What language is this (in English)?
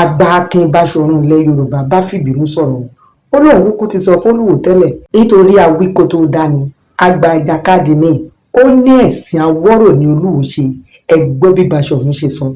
Yoruba